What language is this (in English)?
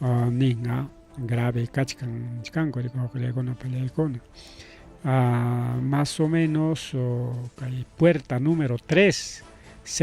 Ayacucho Quechua